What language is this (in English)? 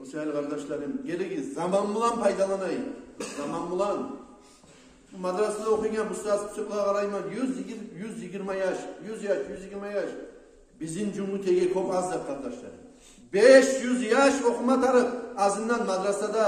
Kumyk